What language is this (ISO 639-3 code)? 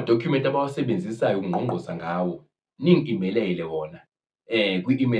zul